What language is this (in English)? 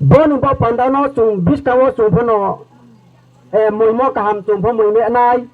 Riang (India)